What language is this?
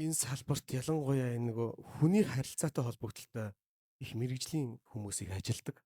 Mongolian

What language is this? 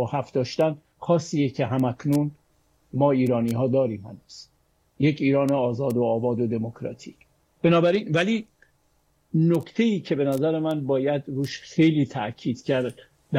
Persian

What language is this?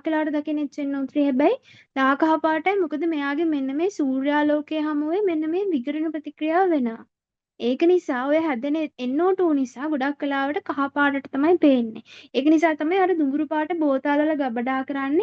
Sinhala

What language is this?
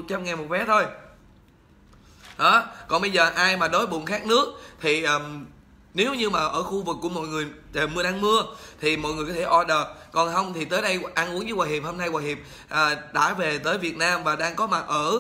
Vietnamese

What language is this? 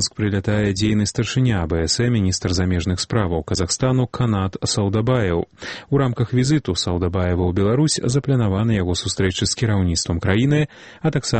Belarusian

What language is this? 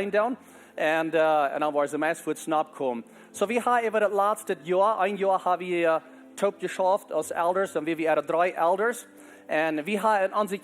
Plautdietsch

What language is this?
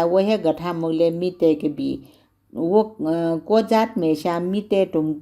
Newari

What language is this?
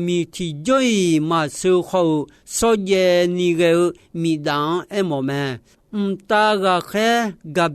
Akha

